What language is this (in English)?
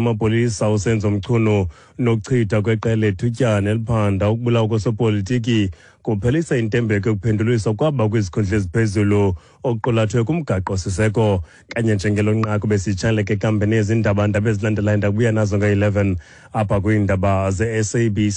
Xhosa